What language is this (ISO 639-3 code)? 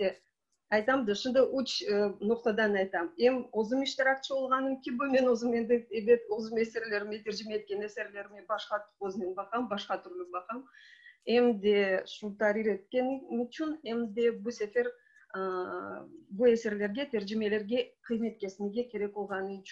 crh